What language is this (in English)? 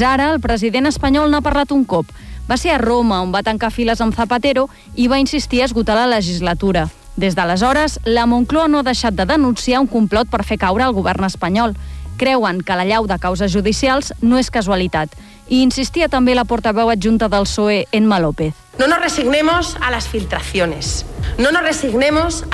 Catalan